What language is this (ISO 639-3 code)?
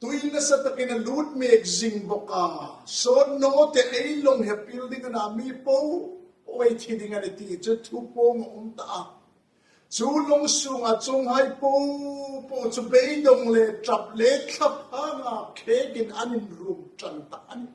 hmr